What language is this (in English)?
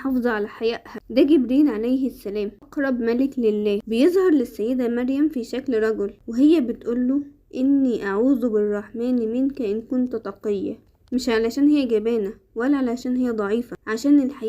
Egyptian Arabic